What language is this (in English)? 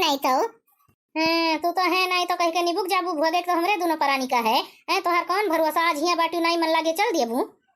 Awadhi